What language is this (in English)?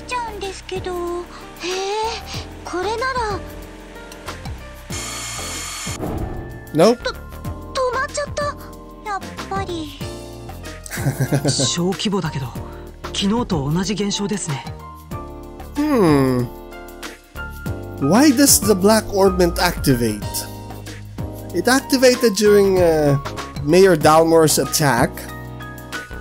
Japanese